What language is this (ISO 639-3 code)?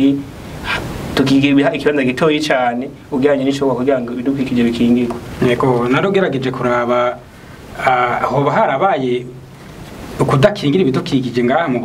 run